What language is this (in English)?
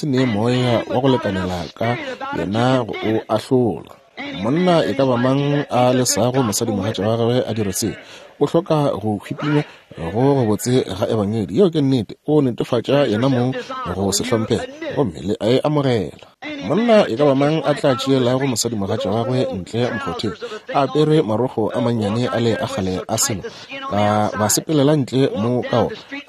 Northern Sotho